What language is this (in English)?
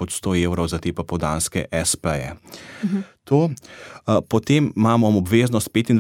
Slovenian